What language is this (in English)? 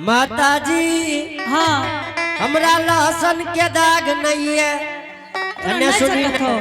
Angika